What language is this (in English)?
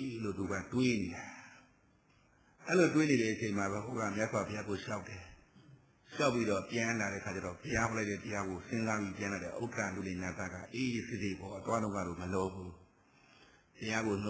Burmese